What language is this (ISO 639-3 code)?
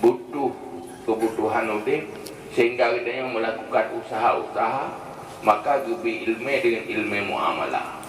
ace